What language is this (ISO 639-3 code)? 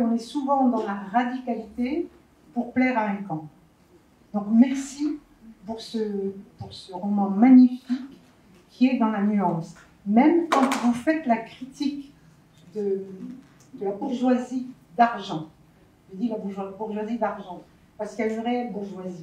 fra